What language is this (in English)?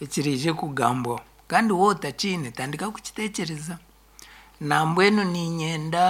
Nyankole